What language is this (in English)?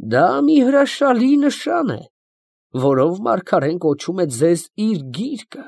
Armenian